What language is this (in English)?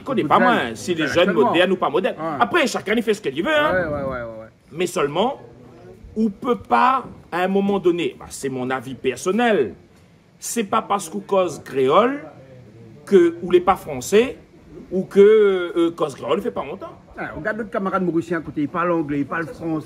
Réunion Creole French